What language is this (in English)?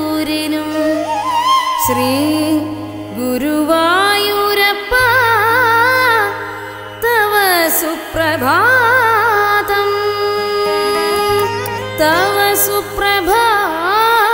Malayalam